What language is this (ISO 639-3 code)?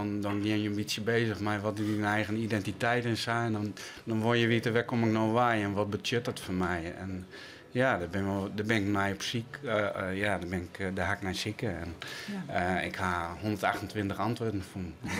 fry